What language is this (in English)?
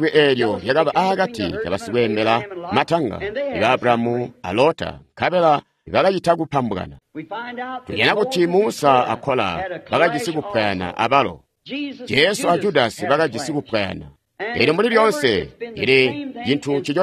Tonga (Zambia)